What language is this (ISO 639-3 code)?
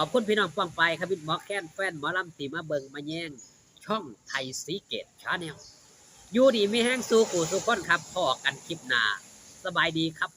tts